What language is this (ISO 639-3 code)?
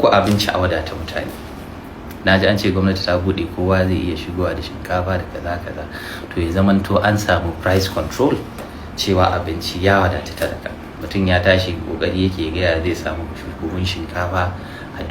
hau